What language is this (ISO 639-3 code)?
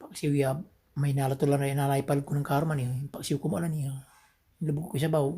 pag